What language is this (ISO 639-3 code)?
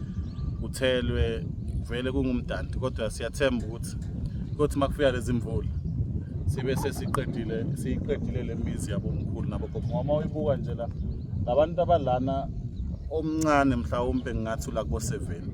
zul